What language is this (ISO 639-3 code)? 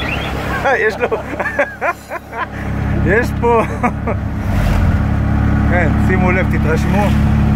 heb